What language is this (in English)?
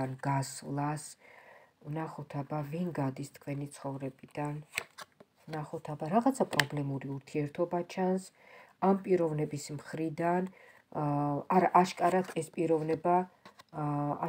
Georgian